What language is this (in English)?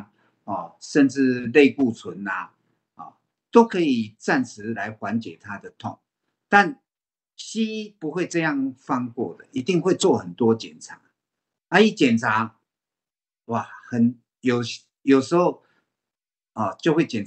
Chinese